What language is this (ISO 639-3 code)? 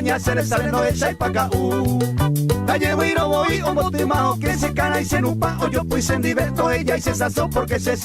grn